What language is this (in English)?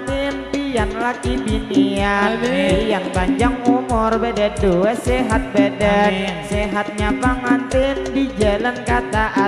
Banjar